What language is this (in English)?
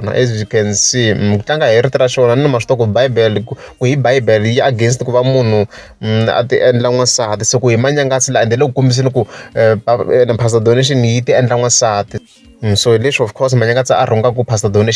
Tsonga